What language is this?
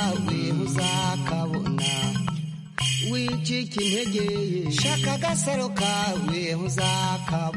Kinyarwanda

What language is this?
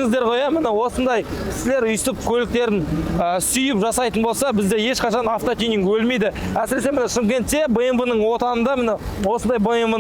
Kazakh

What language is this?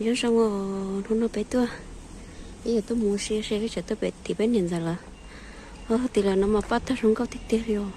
Hmong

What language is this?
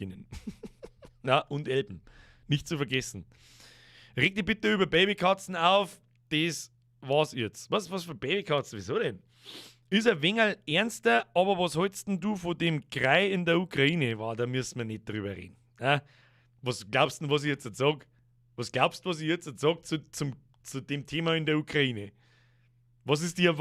Bavarian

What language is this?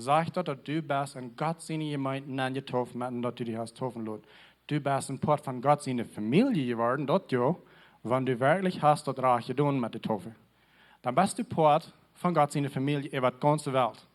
Plautdietsch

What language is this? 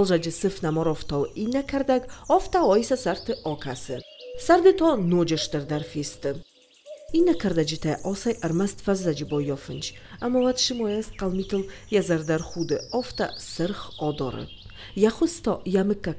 Ossetic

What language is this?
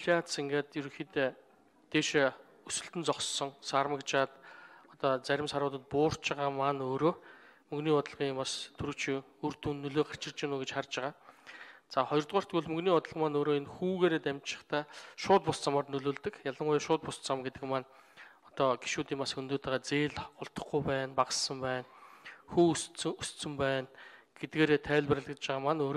Mongolian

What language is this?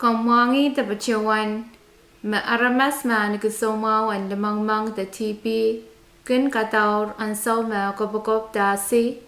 Pohnpeian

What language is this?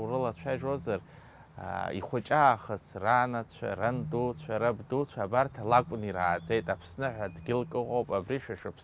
Abkhazian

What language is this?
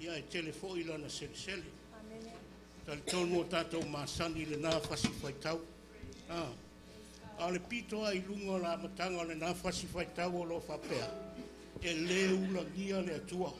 Samoan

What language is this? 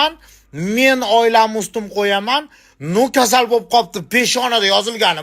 Uzbek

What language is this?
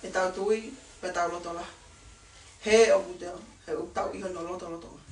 Tongan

